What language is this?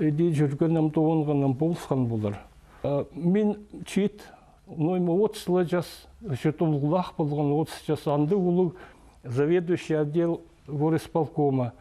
Khakas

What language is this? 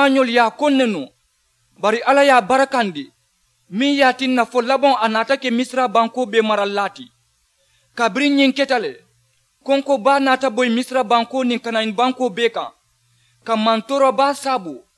Mandingo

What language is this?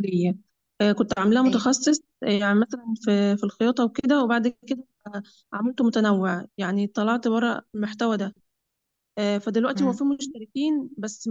Egyptian Arabic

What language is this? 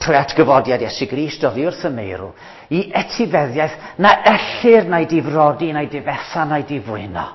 Welsh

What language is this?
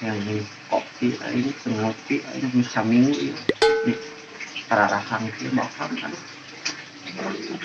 Sundanese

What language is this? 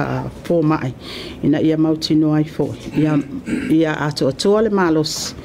Samoan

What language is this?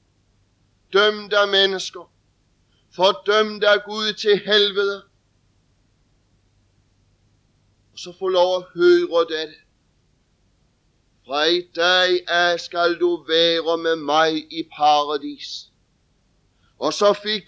Danish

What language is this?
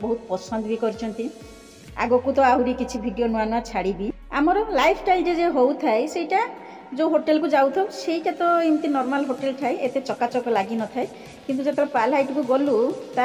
Odia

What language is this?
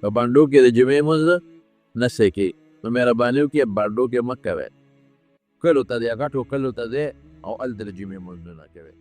Pashto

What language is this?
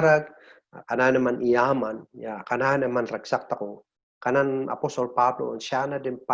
Kankanaey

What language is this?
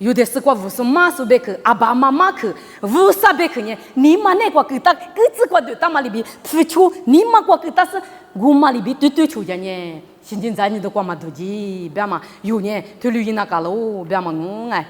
Lisu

